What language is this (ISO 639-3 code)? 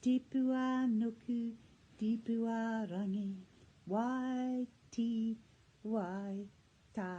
mri